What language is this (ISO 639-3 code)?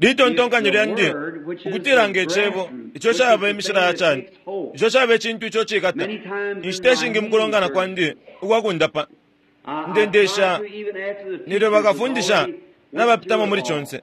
bem